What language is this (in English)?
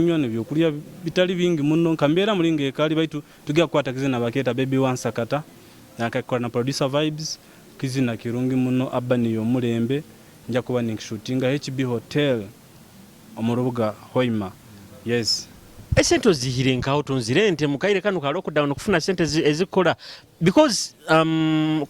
Nyoro